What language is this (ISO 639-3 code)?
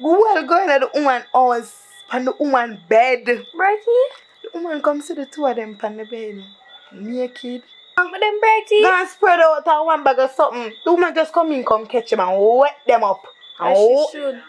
jam